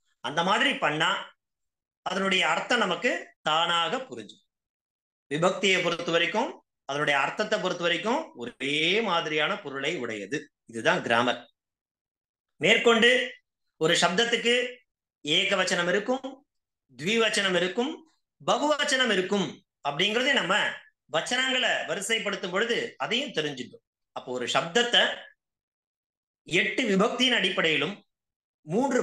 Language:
Tamil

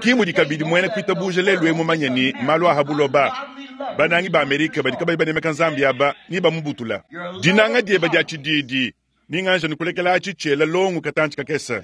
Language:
Luba-Lulua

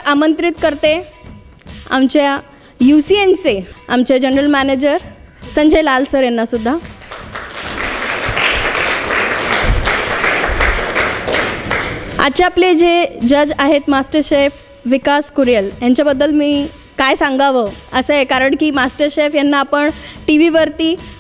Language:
Marathi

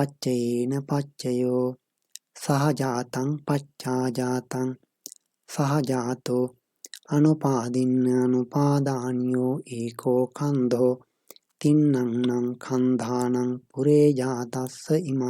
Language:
Pali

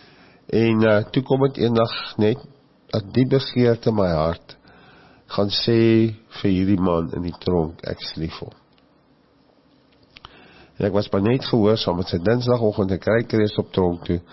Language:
Afrikaans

